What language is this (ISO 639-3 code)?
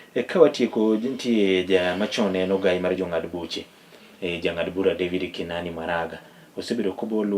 luo